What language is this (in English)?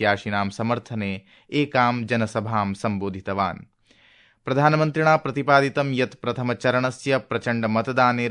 Sanskrit